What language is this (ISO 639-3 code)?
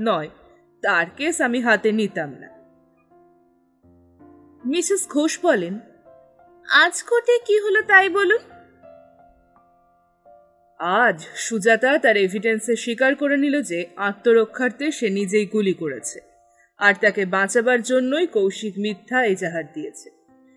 ben